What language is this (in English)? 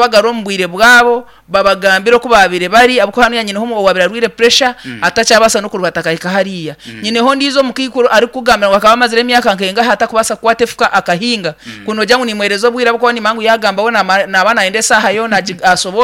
Nyankole